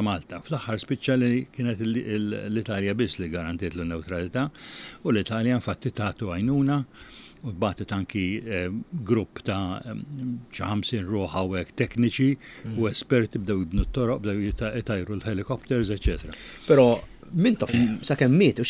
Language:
Maltese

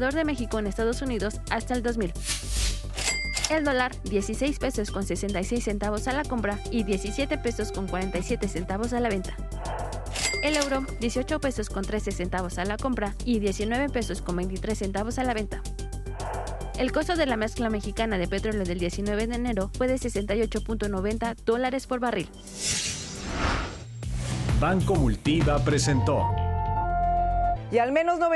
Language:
Spanish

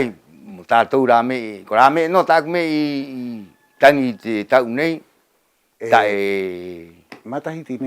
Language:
Rapanui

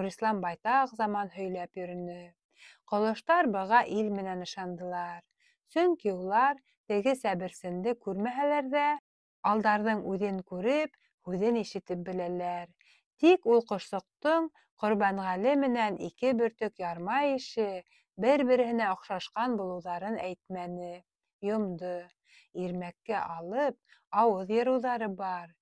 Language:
Bashkir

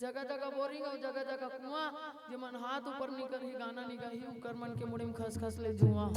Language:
Chhattisgarhi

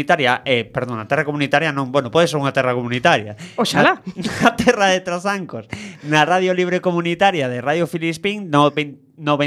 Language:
Galician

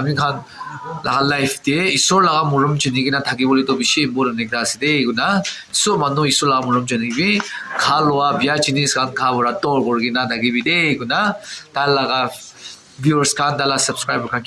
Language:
Naga Pidgin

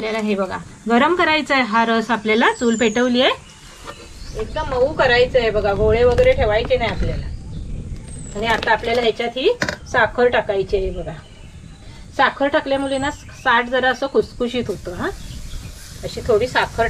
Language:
Marathi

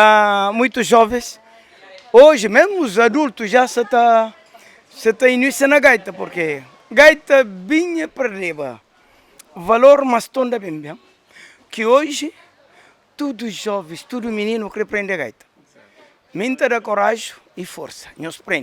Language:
Kabuverdianu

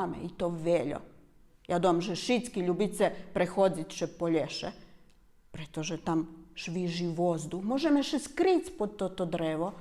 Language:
Rusyn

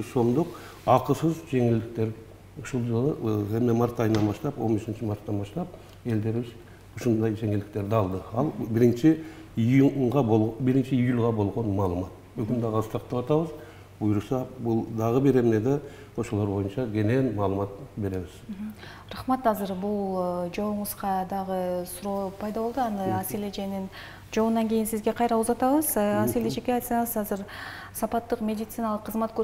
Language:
Kyrgyz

